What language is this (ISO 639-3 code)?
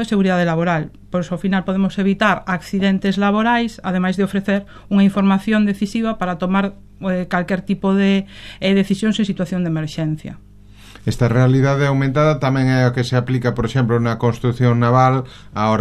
glg